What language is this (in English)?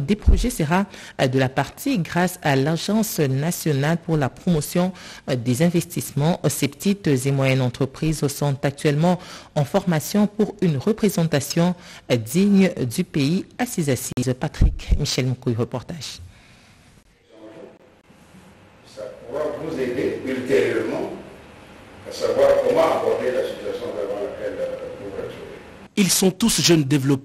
French